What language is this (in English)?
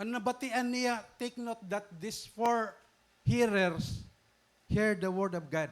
Waray